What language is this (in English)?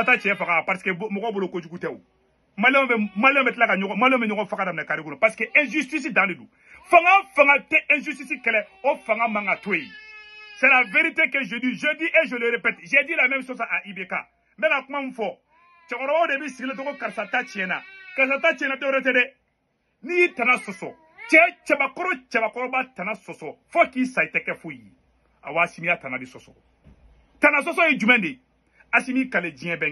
Bambara